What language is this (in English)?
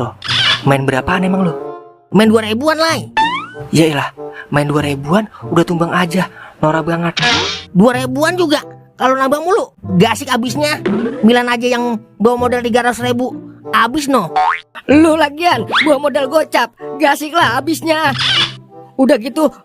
Betawi